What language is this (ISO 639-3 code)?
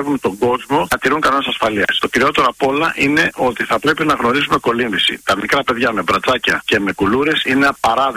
ell